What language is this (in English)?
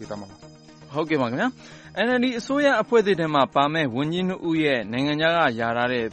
Burmese